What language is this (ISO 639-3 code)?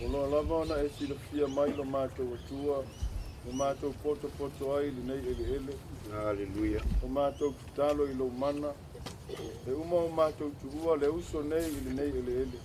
smo